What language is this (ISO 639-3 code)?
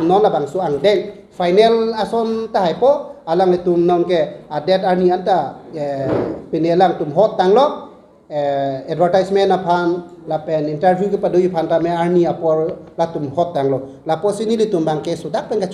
mjw